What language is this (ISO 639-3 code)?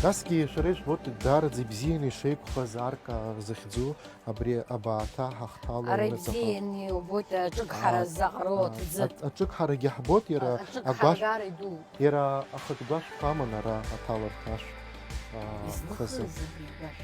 abk